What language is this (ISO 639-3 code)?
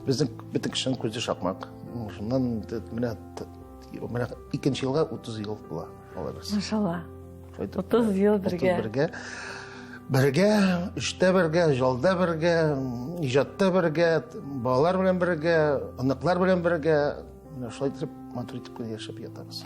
tat